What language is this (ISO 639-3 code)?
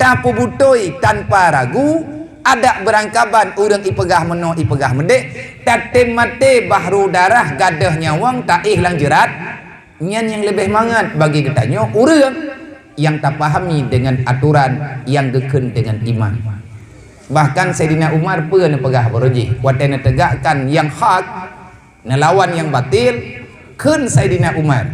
ace